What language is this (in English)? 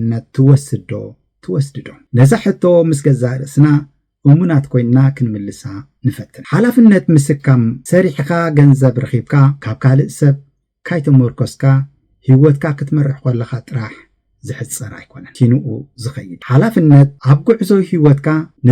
Tigrinya